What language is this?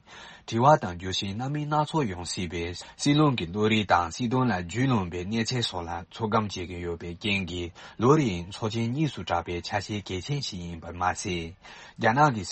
Tibetan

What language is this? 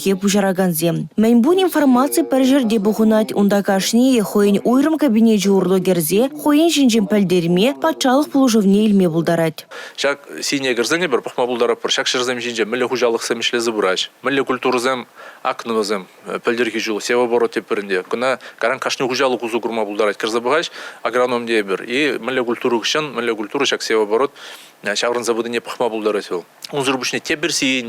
Chuvash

